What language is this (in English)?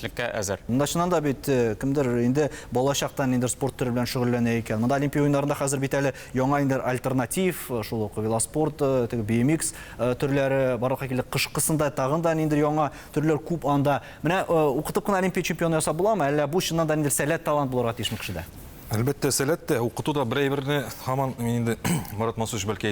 Tatar